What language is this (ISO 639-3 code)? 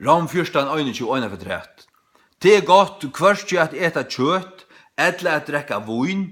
fao